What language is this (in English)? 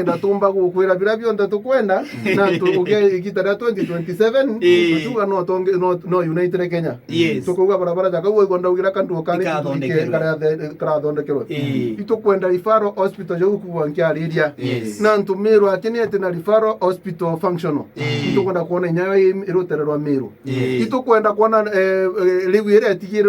Meru